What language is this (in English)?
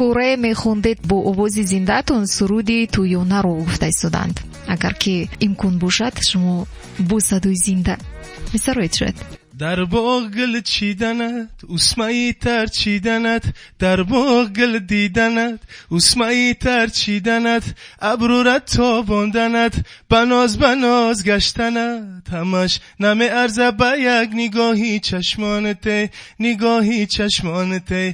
Tajik